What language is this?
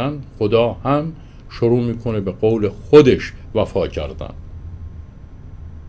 Persian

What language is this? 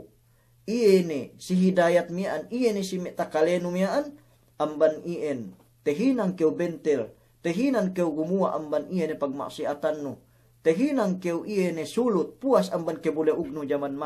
Yakan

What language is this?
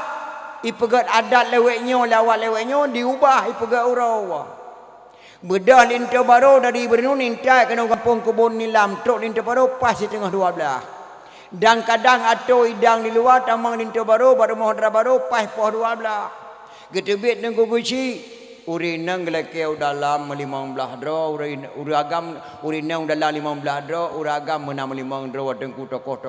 Achinese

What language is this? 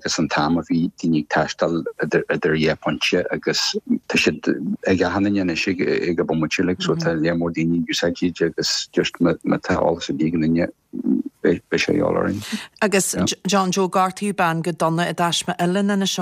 Irish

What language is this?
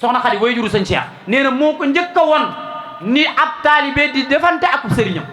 Wolof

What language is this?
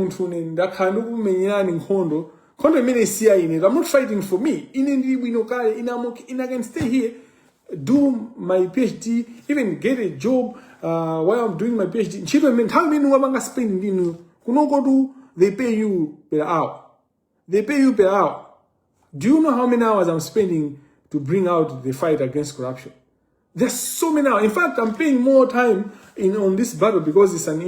Nyanja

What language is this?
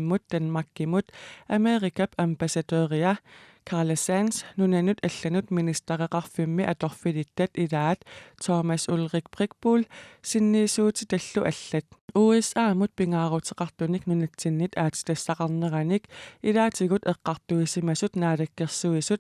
Kalaallisut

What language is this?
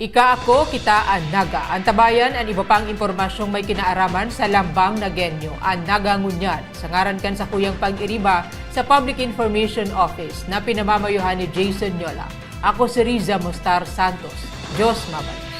Bikol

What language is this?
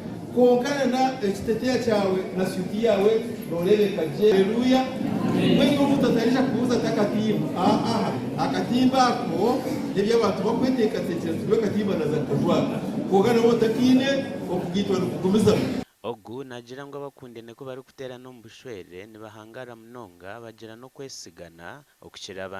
Nyankole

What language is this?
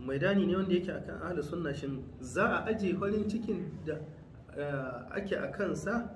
Hausa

